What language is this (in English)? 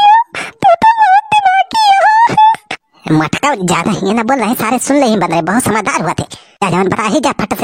Awadhi